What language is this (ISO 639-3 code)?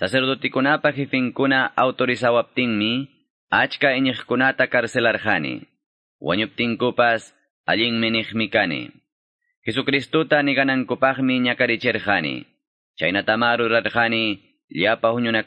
que